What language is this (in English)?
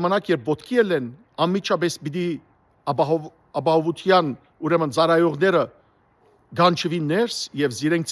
Western Armenian